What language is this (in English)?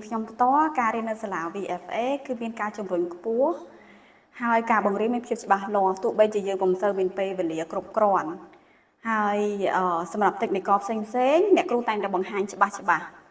Khmer